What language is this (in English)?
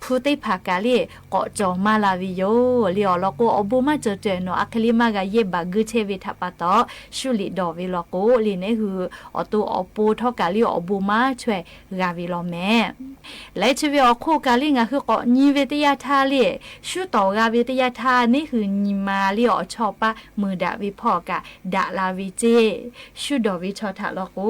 Lahu